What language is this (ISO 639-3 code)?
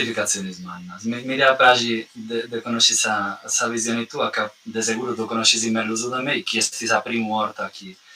srd